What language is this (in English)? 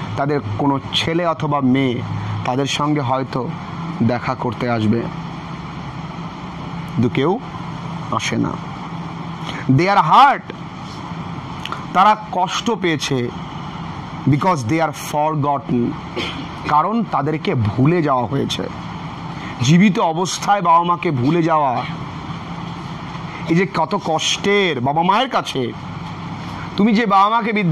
Bangla